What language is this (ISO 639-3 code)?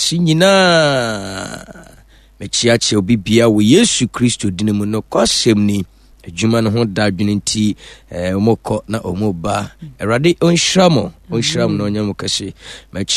aka